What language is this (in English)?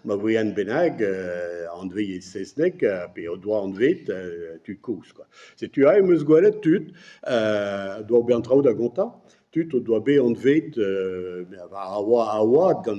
Breton